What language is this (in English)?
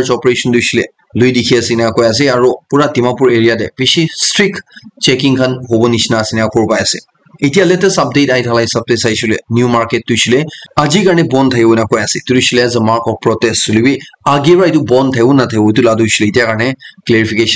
Naga Pidgin